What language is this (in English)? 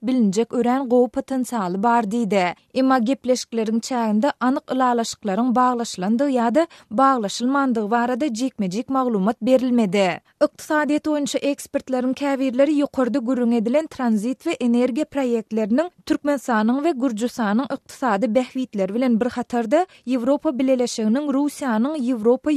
Turkmen